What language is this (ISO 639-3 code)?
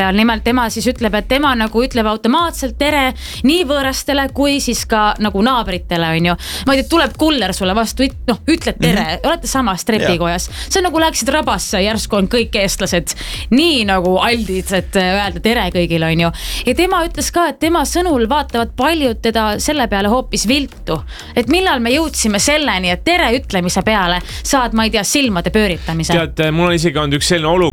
est